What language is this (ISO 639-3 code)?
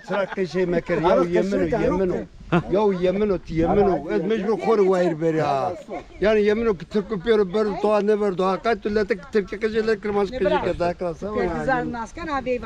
zza